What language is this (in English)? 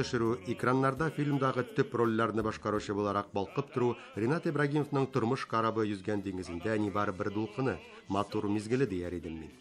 Tatar